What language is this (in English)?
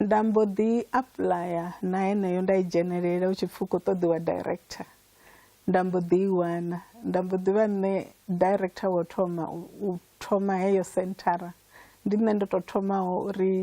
Venda